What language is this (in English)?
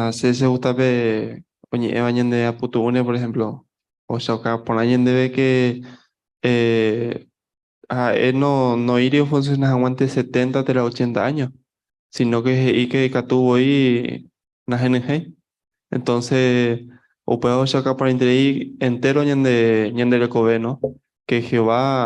Guarani